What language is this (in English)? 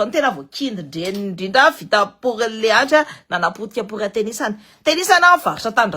Malagasy